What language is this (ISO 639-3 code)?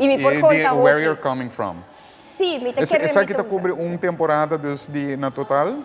pap